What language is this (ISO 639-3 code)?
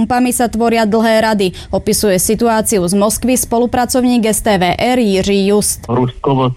slk